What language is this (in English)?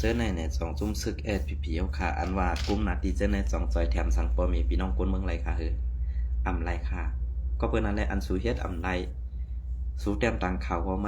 Shan